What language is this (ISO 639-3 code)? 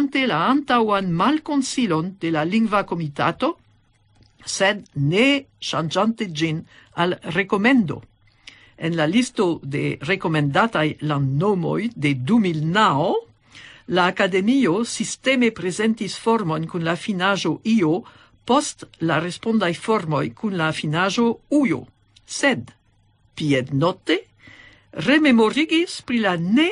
epo